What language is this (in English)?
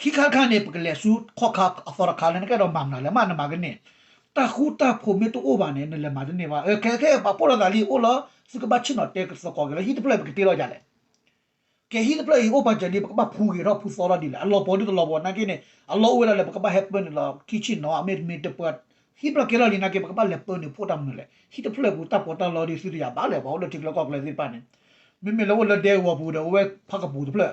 S'gaw Karen